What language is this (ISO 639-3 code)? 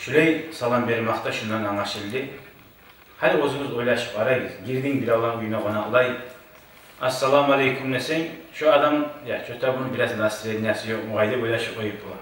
kum